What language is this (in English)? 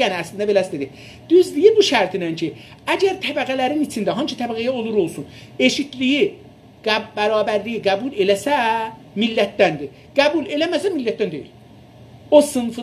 South Azerbaijani